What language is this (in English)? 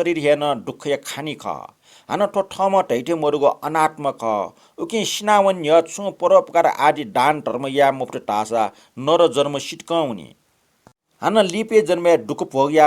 Newari